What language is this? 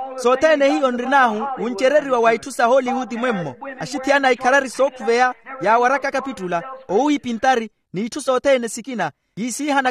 Makhuwa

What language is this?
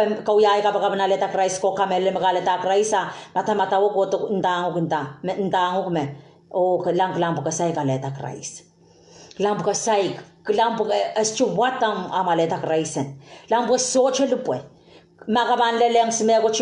Pohnpeian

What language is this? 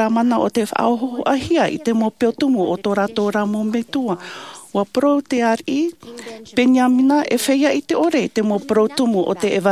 Tahitian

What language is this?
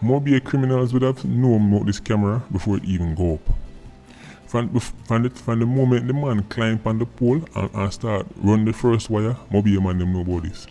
Jamaican Creole English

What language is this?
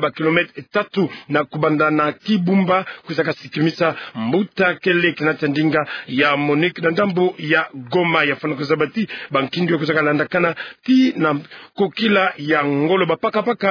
Kituba (Democratic Republic of Congo)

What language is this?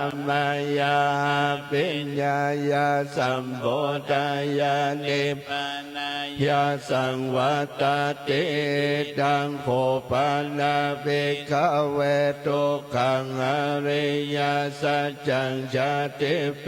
Pali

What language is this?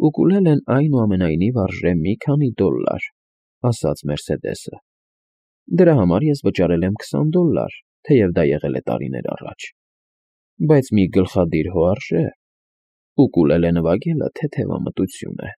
Armenian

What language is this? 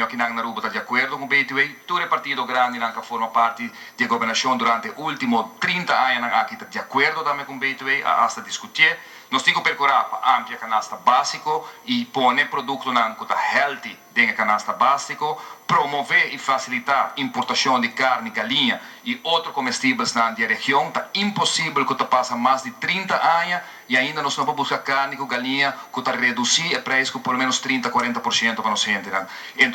Papiamento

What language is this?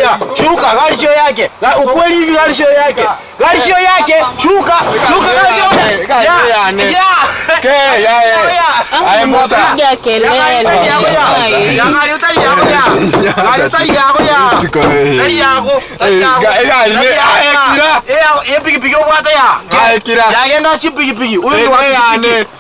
Gusii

